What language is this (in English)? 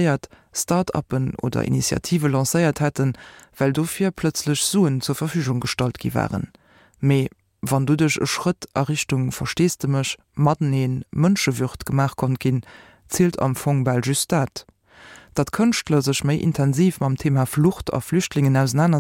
Luxembourgish